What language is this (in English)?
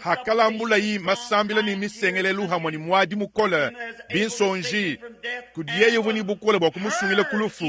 Luba-Lulua